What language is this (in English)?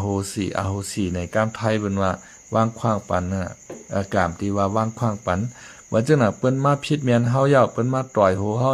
Shan